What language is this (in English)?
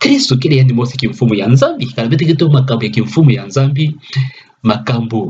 Kituba (Democratic Republic of Congo)